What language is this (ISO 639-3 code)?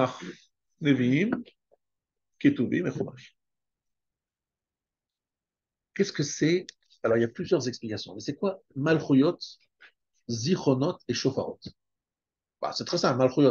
fra